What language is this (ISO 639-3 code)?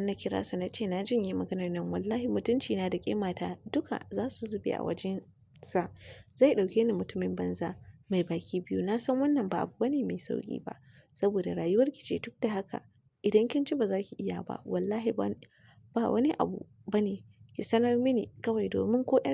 hau